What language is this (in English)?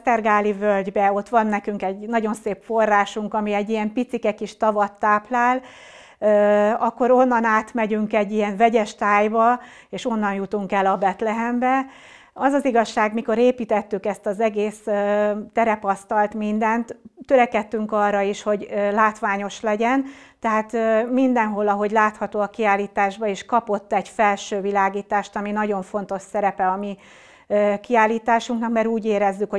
Hungarian